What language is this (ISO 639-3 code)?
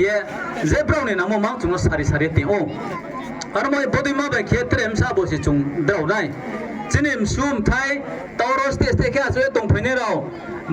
ria